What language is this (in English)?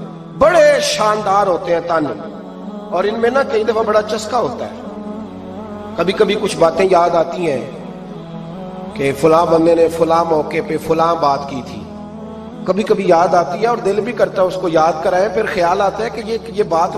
Urdu